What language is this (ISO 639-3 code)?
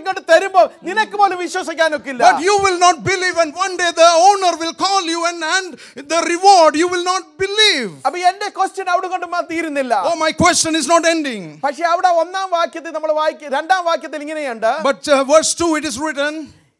mal